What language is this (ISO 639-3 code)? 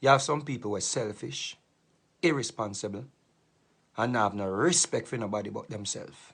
jam